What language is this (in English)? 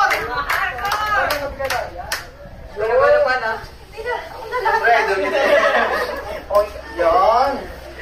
Filipino